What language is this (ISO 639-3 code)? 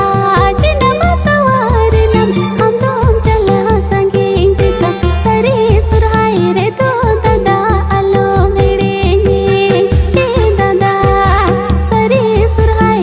sat